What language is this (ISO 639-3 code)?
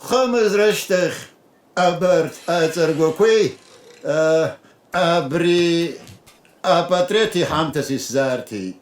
abk